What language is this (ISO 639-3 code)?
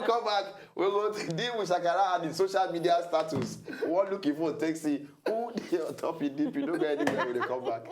pcm